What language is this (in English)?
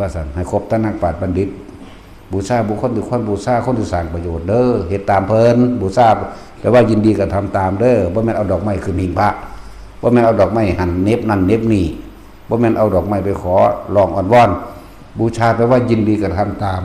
Northeastern Thai